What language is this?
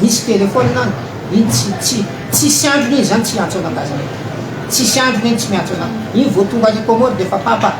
Malagasy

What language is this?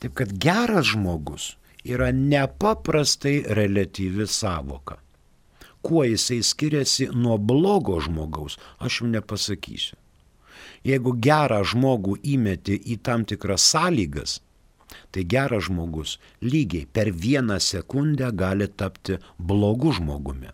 Lithuanian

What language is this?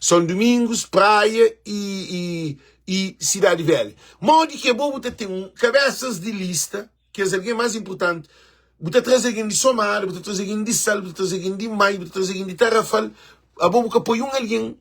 Kabuverdianu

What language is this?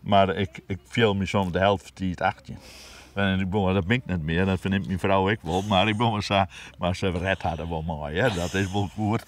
Western Frisian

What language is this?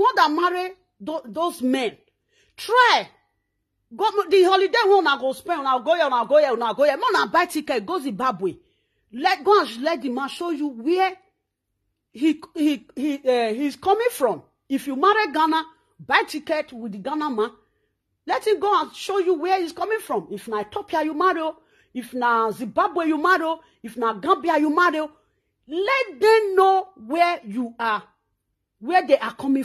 Nigerian Pidgin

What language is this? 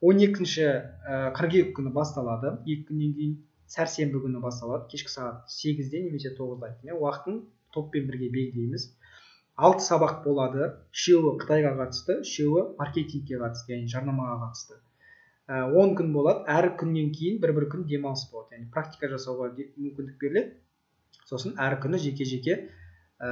Kazakh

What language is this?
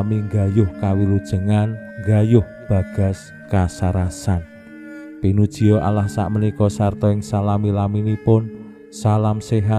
Javanese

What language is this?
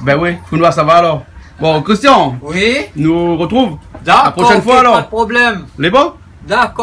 Réunion Creole French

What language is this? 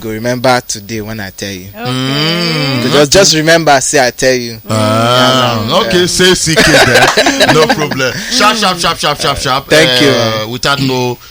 Nigerian Pidgin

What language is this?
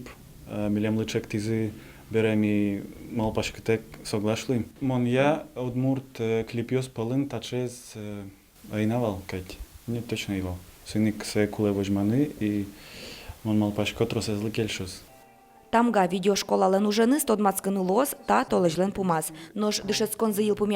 Udmurt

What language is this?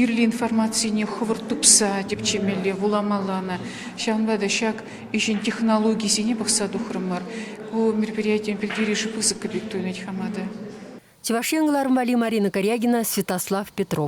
Chuvash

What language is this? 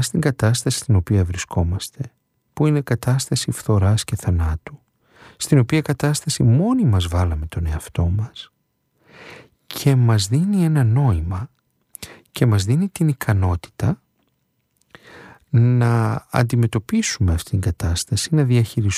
Greek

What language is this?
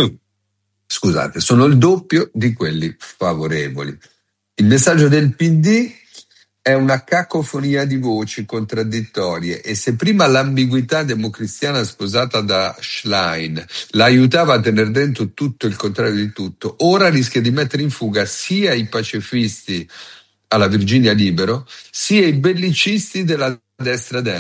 Italian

